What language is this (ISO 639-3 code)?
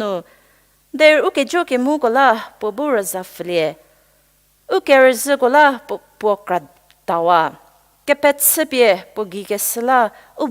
njm